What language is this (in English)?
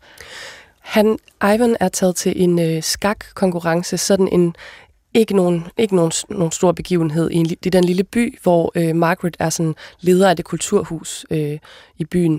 Danish